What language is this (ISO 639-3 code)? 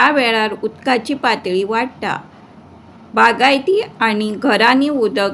kok